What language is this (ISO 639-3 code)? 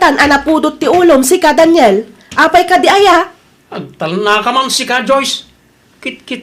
ilo